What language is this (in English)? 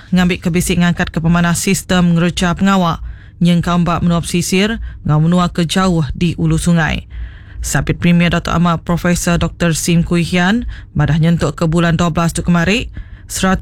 Iban